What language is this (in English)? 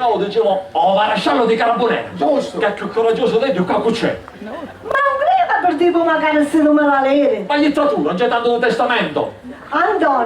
Sicilian